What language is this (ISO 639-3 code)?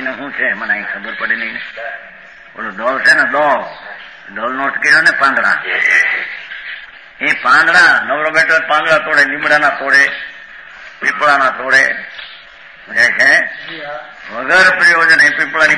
guj